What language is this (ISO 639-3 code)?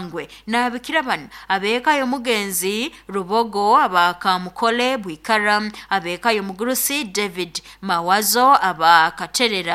nyo